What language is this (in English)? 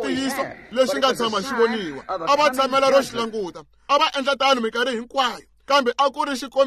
Tsonga